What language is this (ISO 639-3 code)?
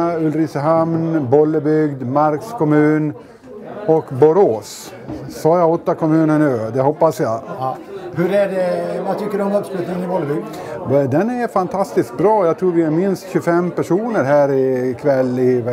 swe